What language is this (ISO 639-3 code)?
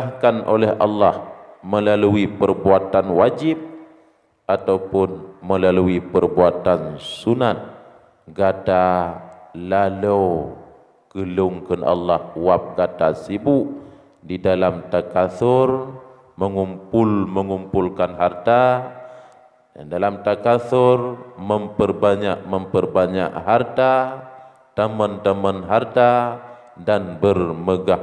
ace